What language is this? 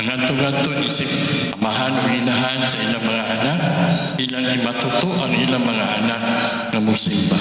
Cebuano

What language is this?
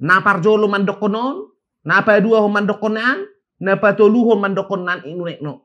Batak Toba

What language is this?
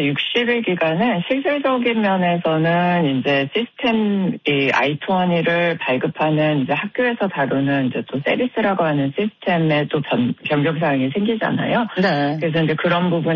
Korean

